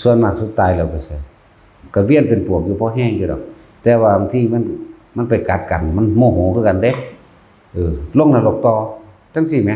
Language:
Northeastern Thai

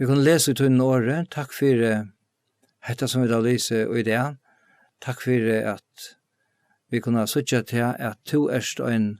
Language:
Faroese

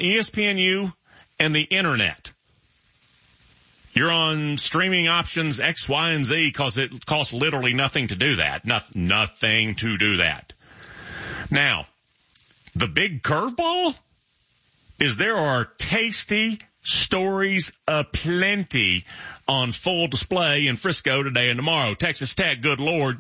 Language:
English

